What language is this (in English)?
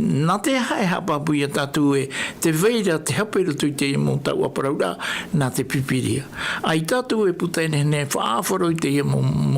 Tahitian